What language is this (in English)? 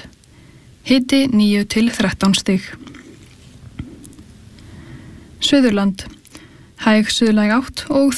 Icelandic